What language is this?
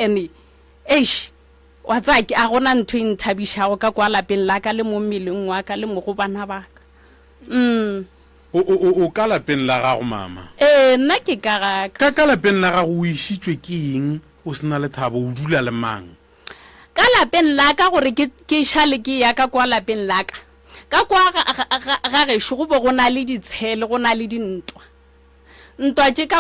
Northern Sotho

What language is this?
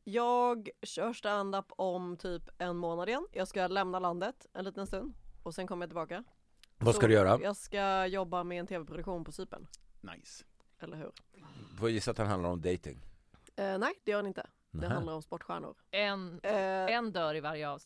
Swedish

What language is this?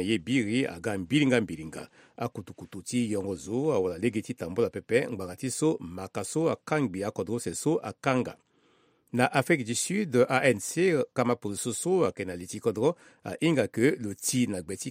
Sango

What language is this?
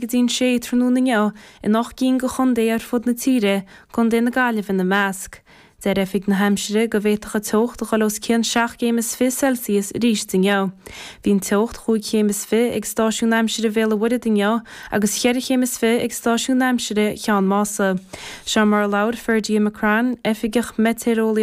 Irish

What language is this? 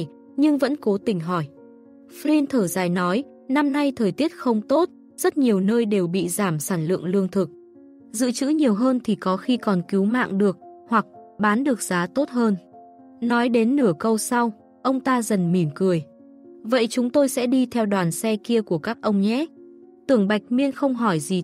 Vietnamese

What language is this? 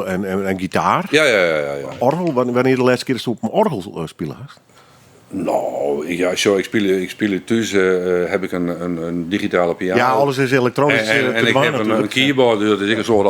Western Frisian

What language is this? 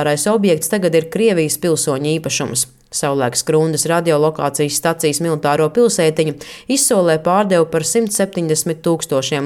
Latvian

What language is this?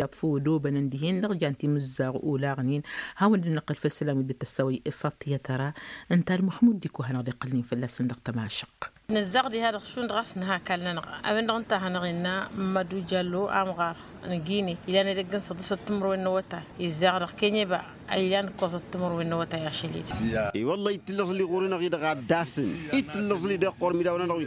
Tamasheq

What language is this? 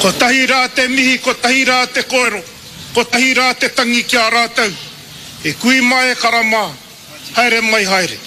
Māori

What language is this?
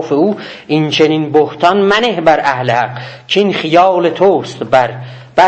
South Azerbaijani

